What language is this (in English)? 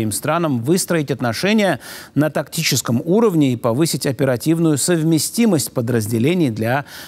Russian